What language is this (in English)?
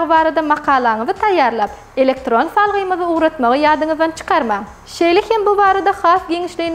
Turkmen